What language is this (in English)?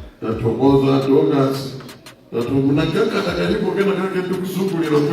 Nyanja